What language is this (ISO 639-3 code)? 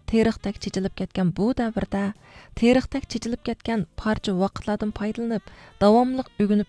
uig